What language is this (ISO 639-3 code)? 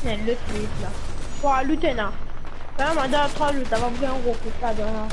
mfe